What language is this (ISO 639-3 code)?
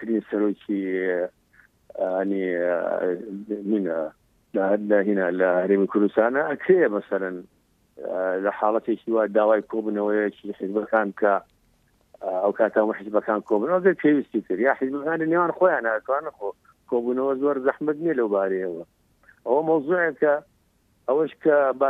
ckb